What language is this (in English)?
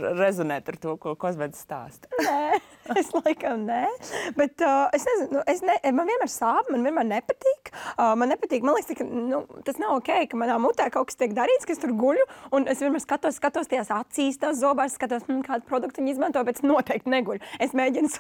Latvian